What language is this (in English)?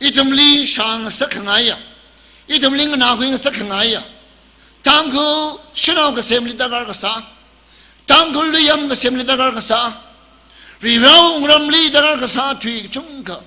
Tangkhul Naga (India)